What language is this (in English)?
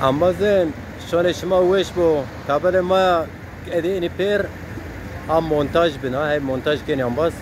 Zaza